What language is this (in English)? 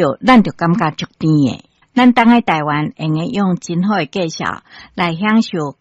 Min Nan Chinese